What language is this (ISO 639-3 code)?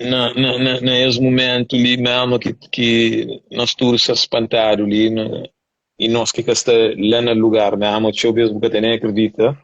kea